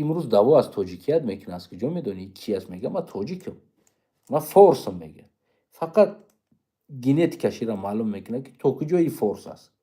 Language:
Tajik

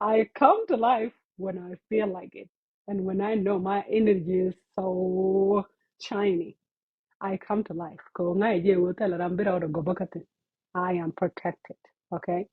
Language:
Nuer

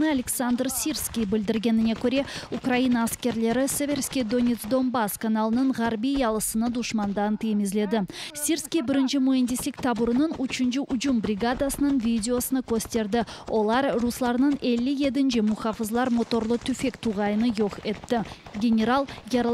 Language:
Crimean Tatar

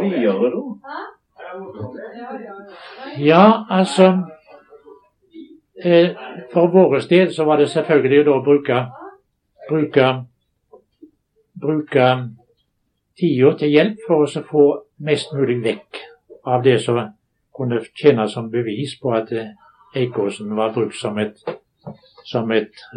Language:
Norwegian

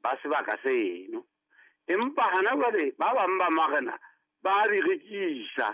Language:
Southern Sotho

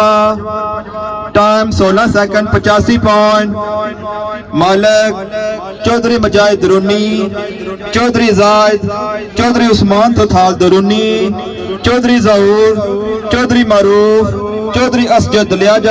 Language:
Pahari-Potwari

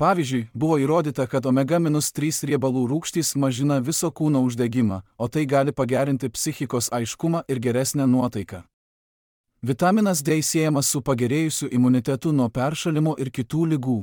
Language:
Lithuanian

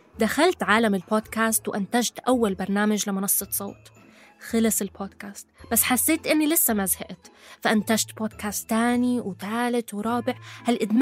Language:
North Levantine Arabic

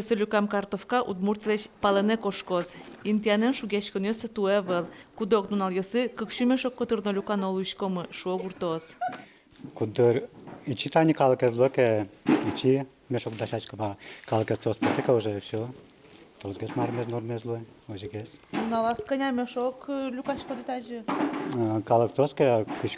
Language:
Udmurt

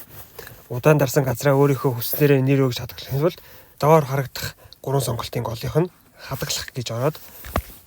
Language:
Mongolian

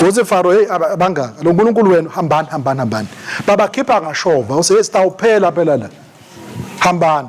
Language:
Swati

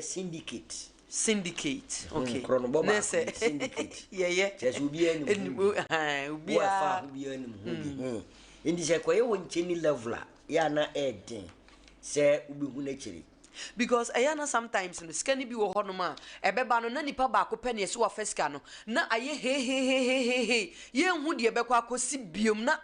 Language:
Akan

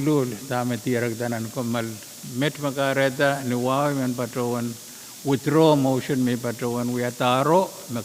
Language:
Pohnpeian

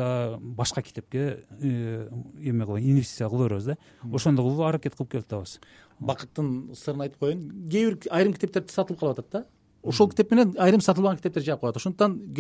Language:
Kyrgyz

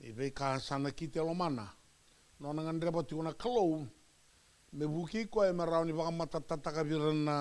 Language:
Fijian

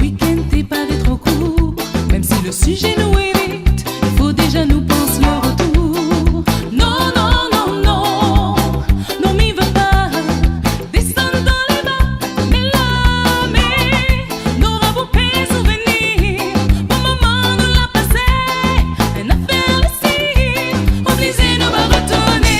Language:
Réunion Creole French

